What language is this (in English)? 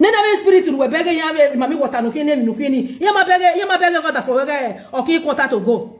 Nigerian Pidgin